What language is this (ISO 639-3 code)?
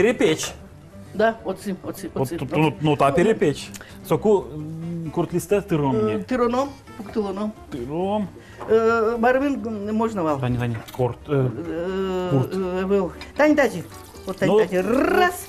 udm